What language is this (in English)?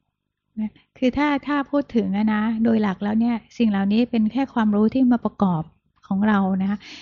Thai